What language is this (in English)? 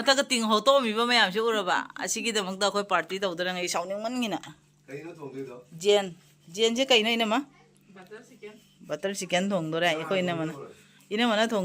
Manipuri